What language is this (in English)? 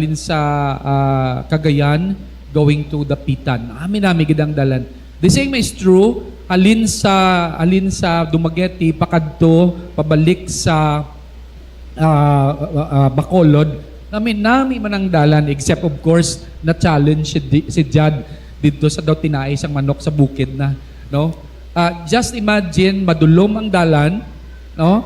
Hiligaynon